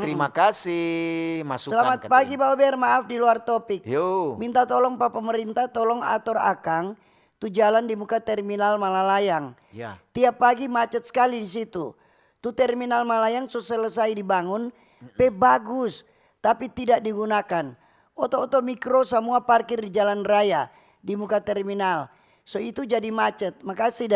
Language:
Manado Malay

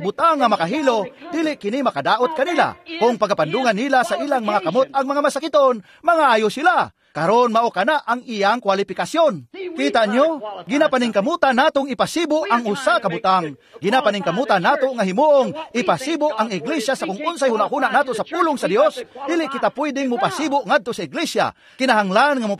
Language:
Cebuano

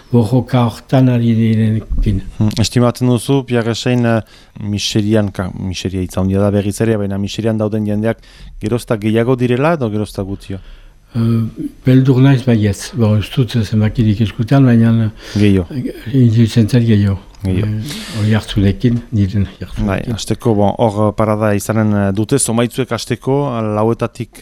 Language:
Basque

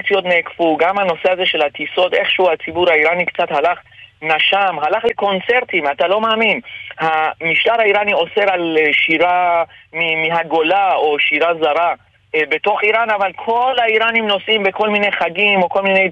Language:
Hebrew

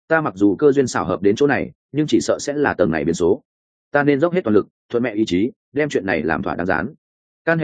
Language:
Vietnamese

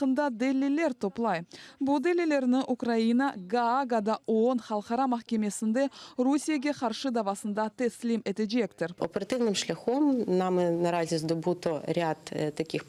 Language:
Crimean Tatar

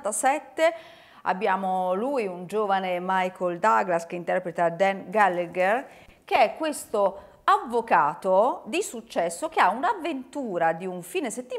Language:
Italian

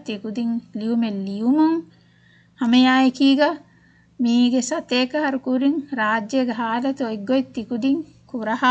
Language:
Divehi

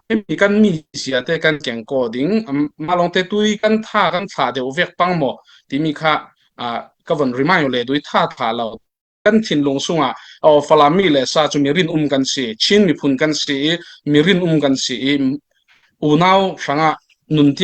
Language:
Hakha Chin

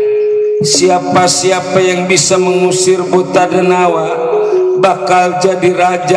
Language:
Betawi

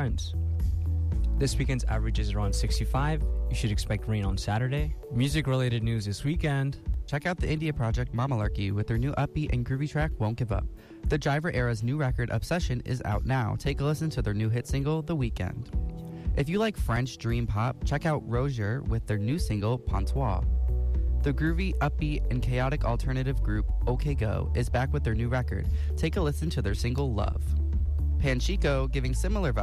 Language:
English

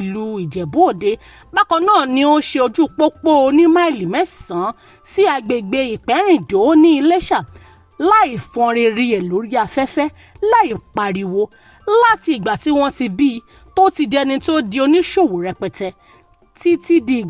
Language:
Yoruba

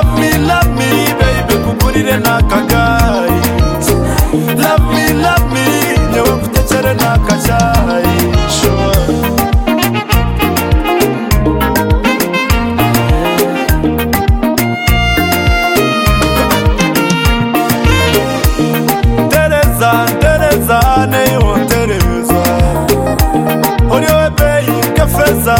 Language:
Kinyarwanda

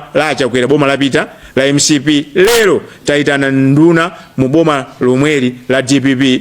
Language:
Nyanja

